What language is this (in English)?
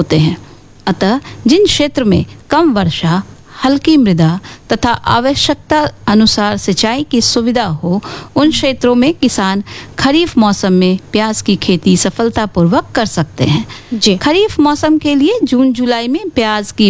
Hindi